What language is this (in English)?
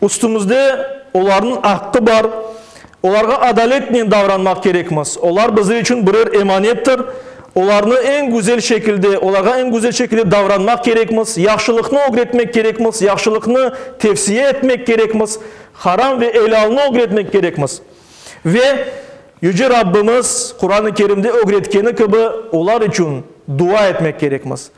Crimean Tatar